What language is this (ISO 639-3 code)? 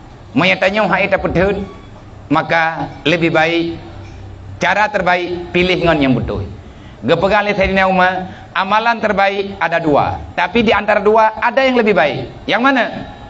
ace